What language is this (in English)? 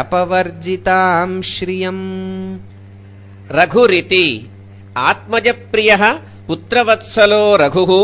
Sanskrit